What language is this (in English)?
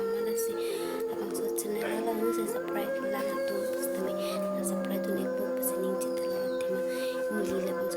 Karbi